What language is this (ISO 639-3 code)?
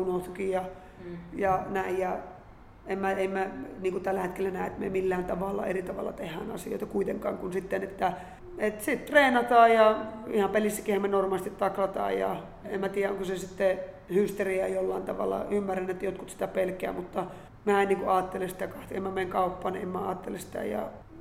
fin